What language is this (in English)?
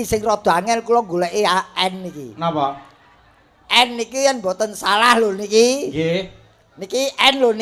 Javanese